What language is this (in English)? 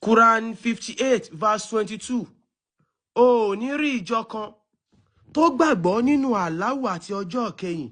Yoruba